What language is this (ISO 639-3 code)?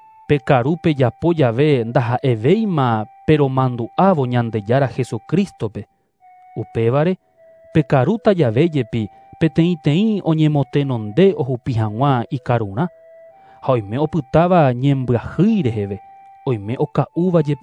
grn